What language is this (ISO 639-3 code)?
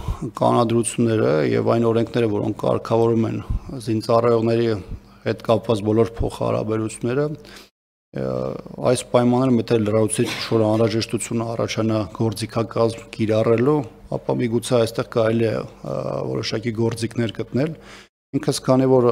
hye